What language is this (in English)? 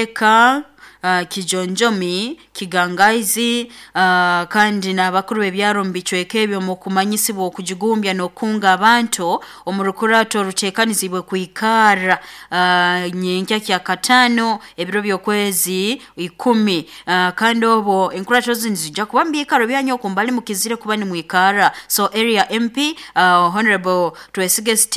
Nyoro